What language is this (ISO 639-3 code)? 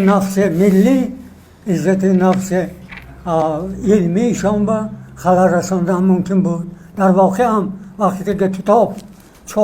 tgk